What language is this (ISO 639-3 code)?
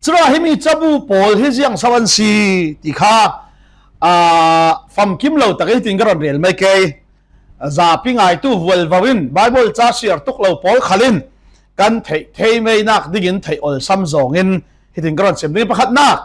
cfm